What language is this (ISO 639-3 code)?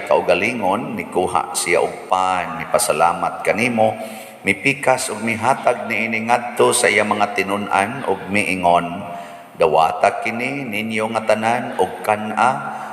ceb